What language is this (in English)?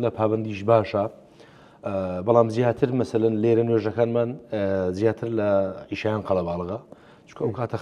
Central Kurdish